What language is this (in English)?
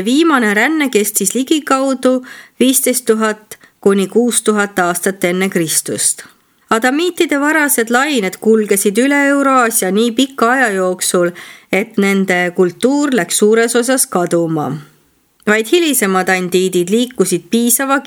Estonian